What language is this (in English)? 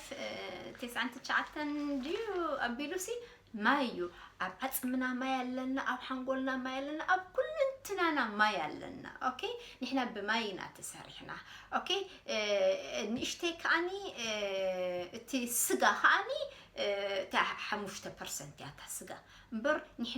Tigrinya